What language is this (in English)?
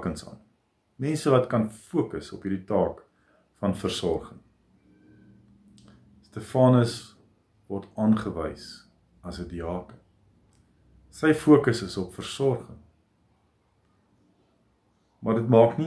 Afrikaans